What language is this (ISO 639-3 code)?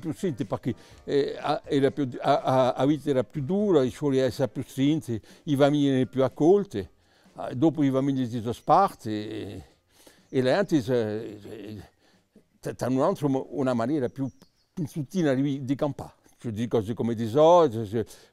cos